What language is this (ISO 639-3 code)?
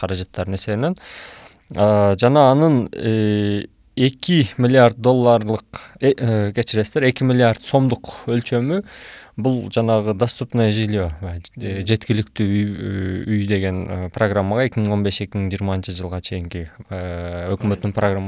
kir